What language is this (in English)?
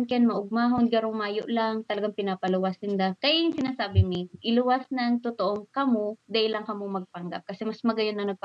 Bikol